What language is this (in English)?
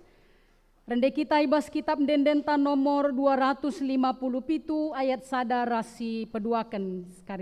Batak Karo